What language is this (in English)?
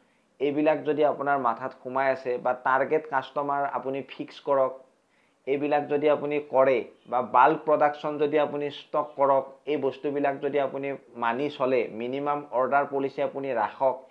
Assamese